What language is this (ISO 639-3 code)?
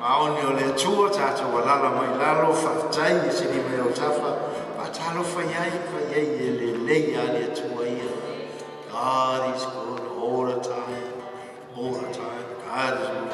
smo